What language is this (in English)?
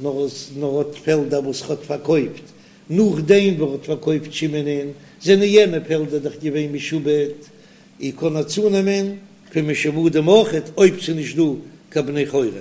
Yiddish